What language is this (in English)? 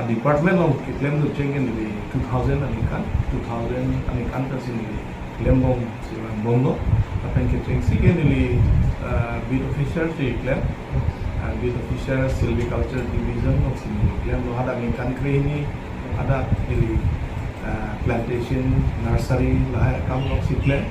Karbi